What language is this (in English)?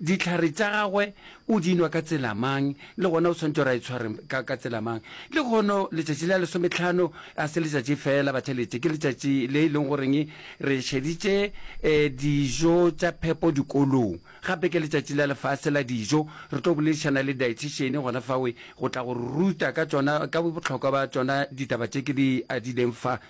Northern Sotho